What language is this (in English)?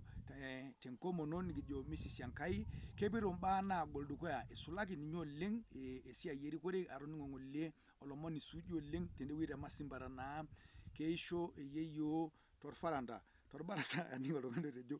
Masai